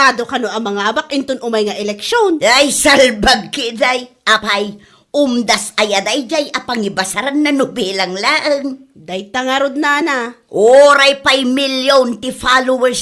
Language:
Iloko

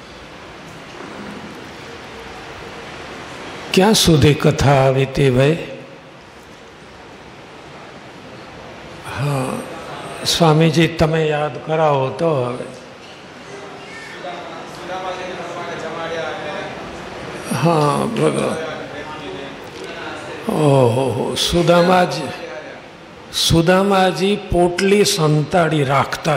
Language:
Gujarati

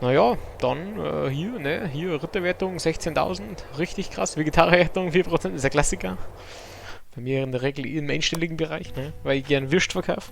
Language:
Bavarian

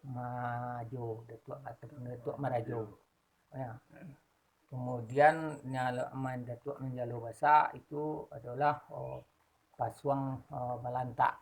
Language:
Minangkabau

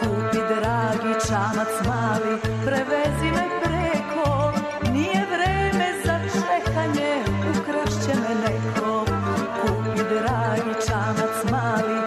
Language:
Serbian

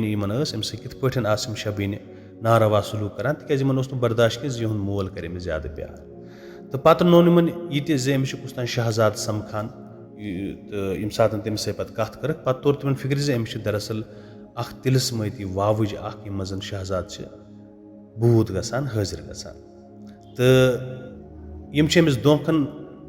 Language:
Kashmiri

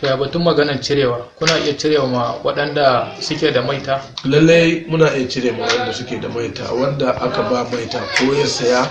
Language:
Hausa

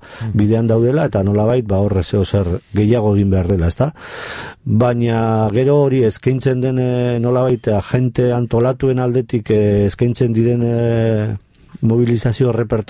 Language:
Basque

